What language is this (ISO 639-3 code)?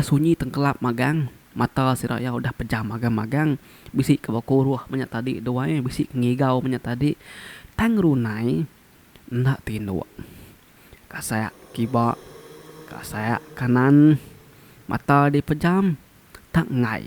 iba